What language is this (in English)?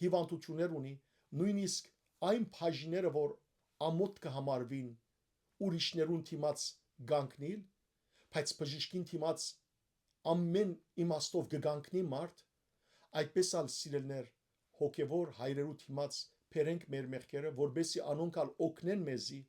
Western Armenian